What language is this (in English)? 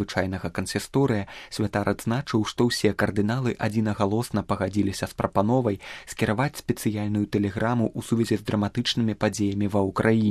Belarusian